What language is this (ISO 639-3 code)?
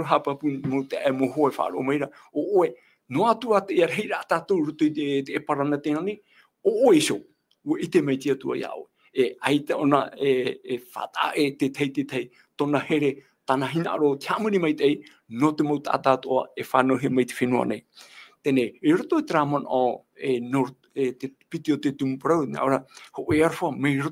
tah